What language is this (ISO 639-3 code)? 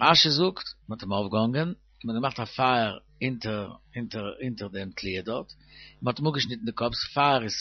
yid